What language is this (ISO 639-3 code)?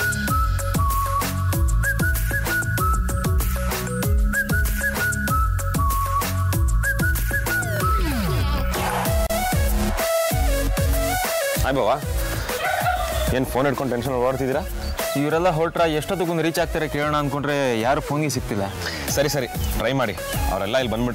kan